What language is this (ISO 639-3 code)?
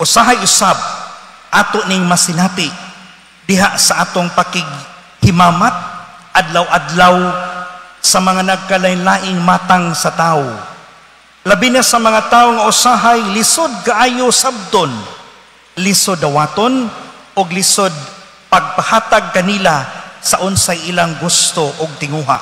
ceb